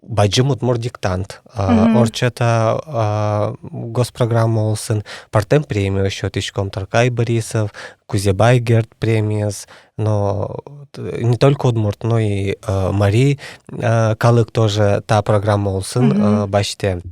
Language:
Udmurt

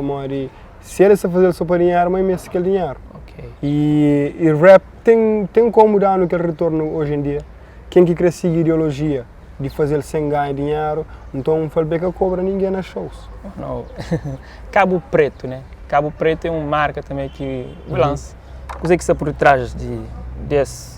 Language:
Kabuverdianu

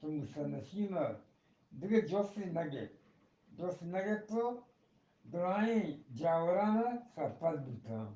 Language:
Eastern Balochi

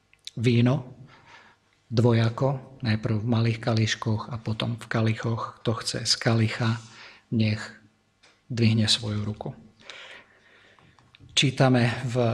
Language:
Slovak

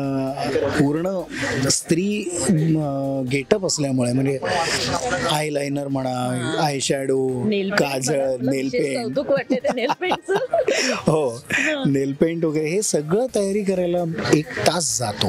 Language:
Marathi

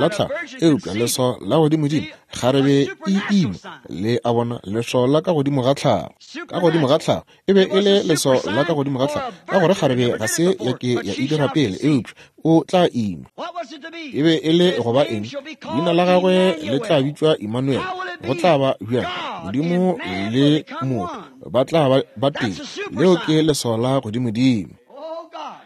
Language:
Northern Sotho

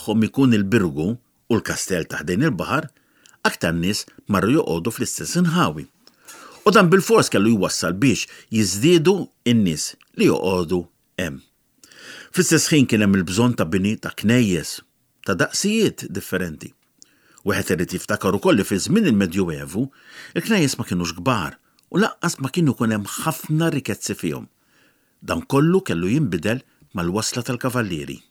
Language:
Maltese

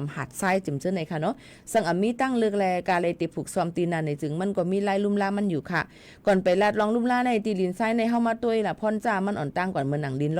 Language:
Shan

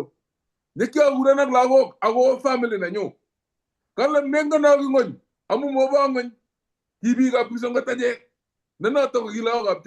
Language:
Kalenjin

